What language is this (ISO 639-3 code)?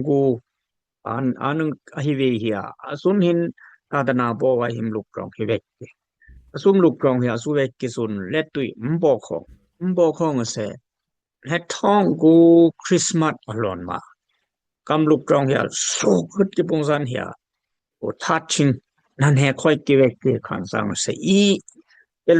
dis